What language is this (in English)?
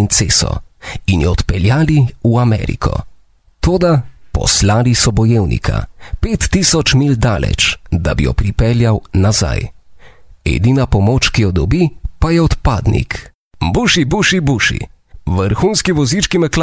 Slovenian